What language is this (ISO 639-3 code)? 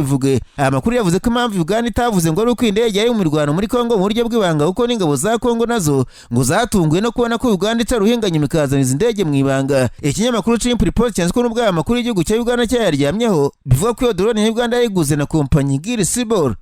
kin